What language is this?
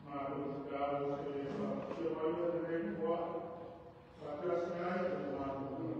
Samoan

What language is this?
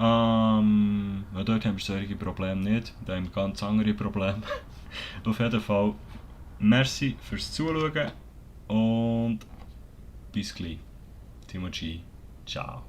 Swiss German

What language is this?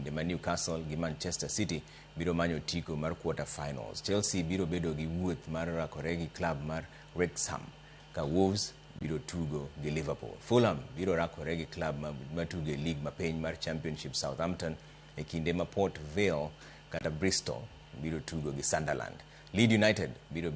Luo (Kenya and Tanzania)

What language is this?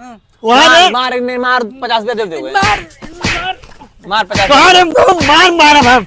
Awadhi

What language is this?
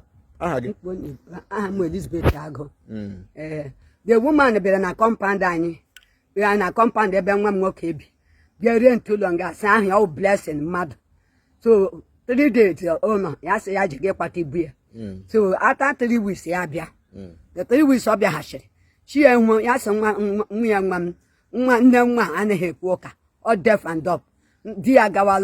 Igbo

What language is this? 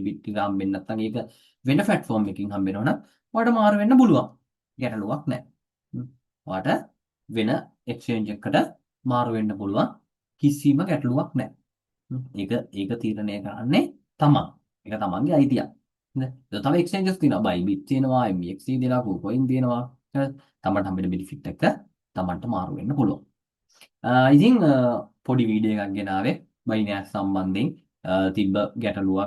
Sinhala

